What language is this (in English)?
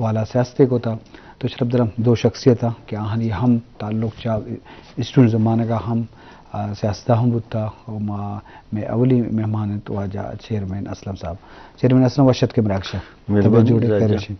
Eastern Balochi